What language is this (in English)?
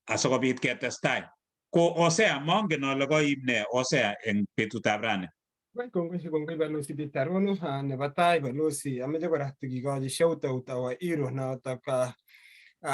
Kalenjin